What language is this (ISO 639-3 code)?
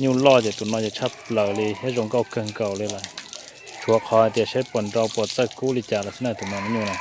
hmn